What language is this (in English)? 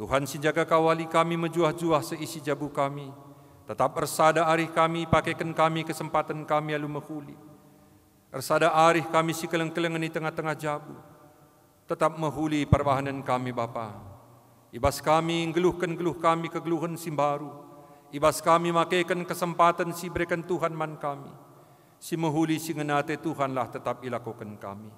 Batak Karo